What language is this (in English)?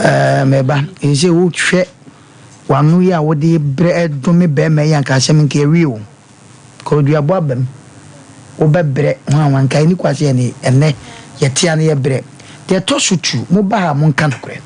Akan